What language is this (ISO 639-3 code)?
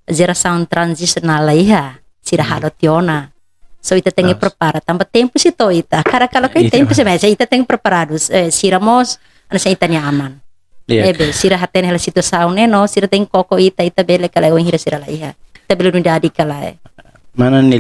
tet